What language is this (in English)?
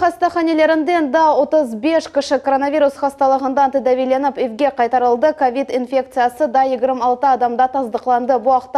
Crimean Tatar